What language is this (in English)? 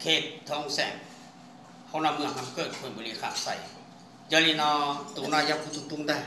Hmong